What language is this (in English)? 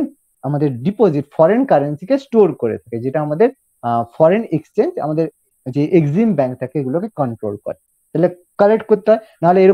Bangla